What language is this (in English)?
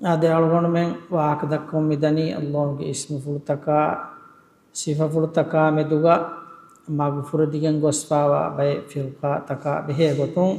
Divehi